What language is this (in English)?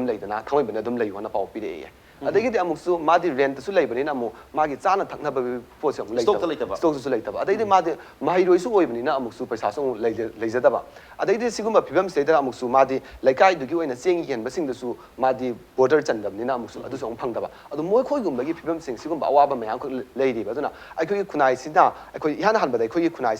Manipuri